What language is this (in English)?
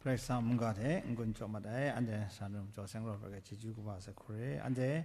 Kachin